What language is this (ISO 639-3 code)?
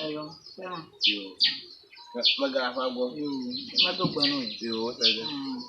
ewe